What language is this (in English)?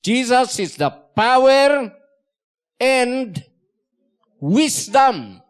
Iloko